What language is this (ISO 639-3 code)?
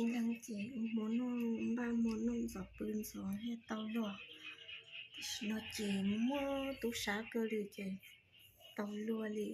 hmn